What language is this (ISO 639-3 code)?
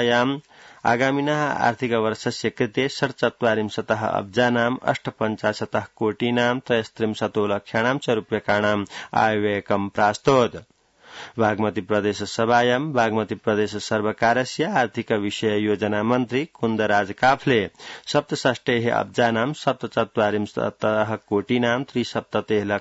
san